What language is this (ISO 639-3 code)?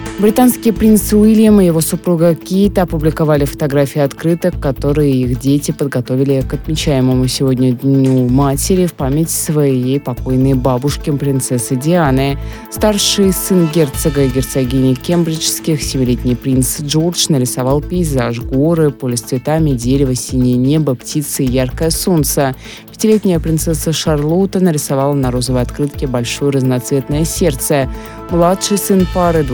rus